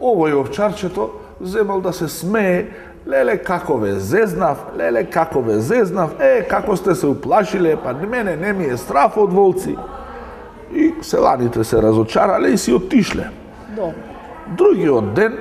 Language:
Macedonian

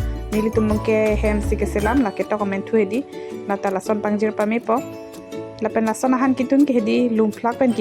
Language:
Karbi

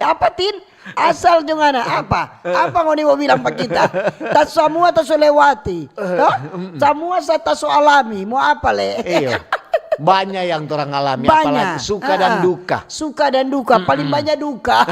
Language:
Manado Malay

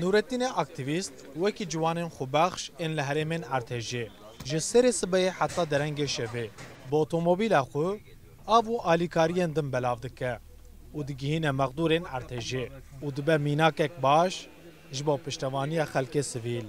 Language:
Kurdish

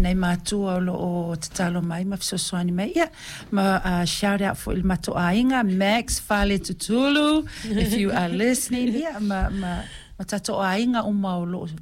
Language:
Samoan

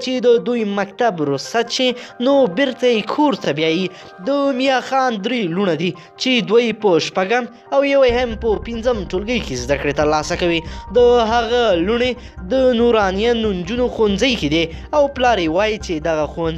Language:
Pashto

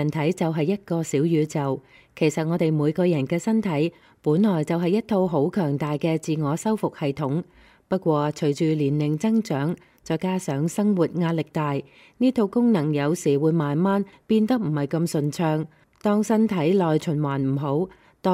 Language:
Cantonese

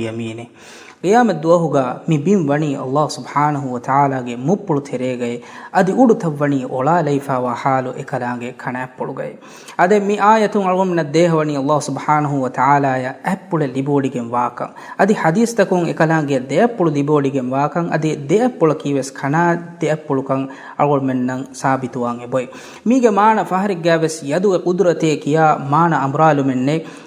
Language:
Divehi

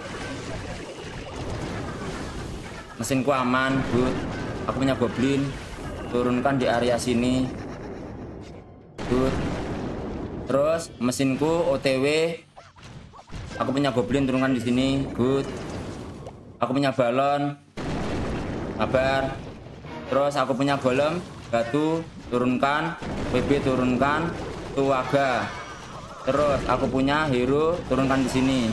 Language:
Indonesian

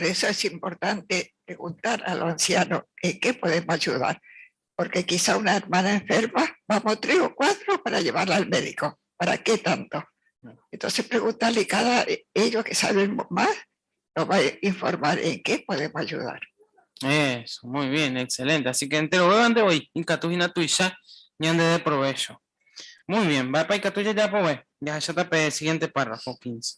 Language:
Guarani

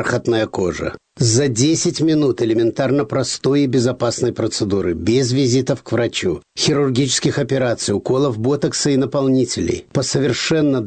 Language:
Russian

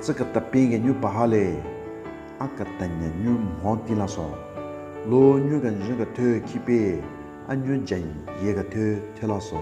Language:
Southern Rengma Naga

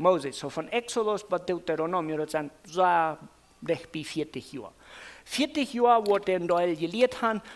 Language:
Plautdietsch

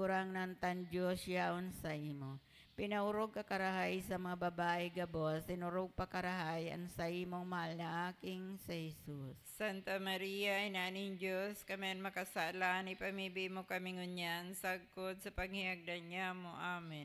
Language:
Bikol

